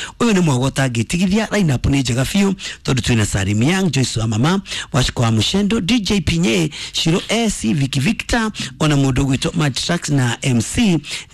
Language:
Kikuyu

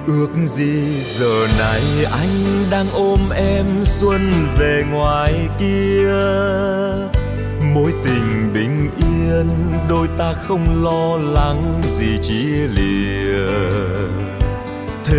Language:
Vietnamese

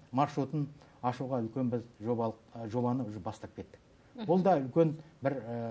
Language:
Kazakh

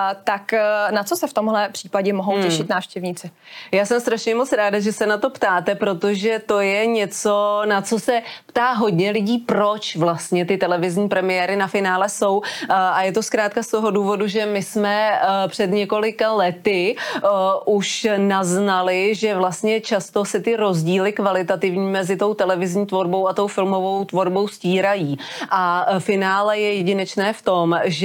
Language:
Czech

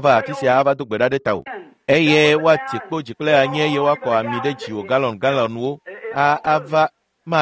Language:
Ewe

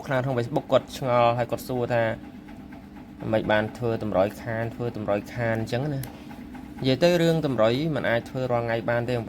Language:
Khmer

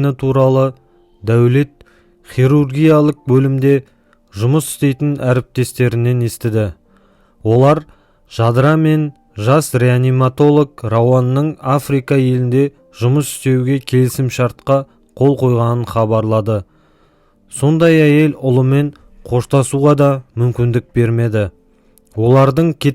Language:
Kazakh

